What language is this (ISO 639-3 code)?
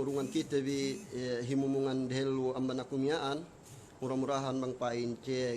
yka